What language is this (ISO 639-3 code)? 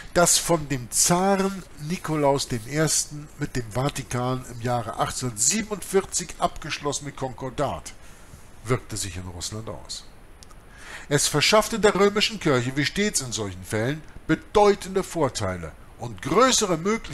deu